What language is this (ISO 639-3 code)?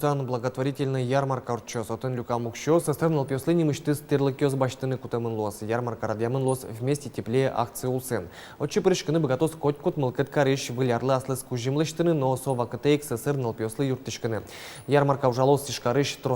udm